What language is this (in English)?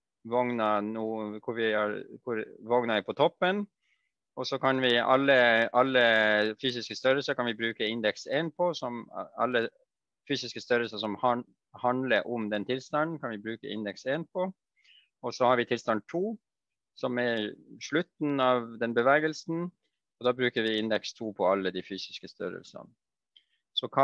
Norwegian